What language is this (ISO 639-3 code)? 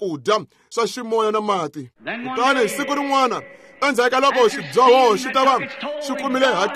tso